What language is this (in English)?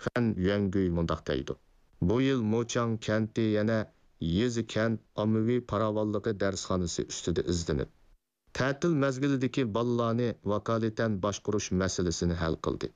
Uyghur